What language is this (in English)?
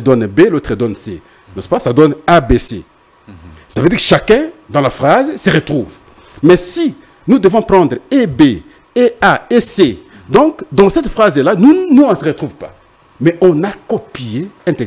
French